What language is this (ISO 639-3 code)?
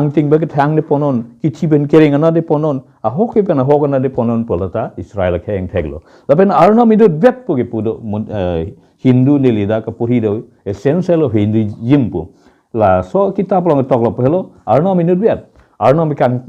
mjw